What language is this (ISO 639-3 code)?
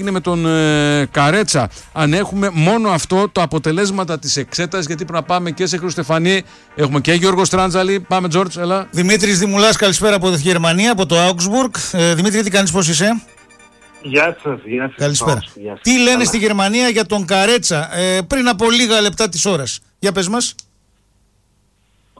ell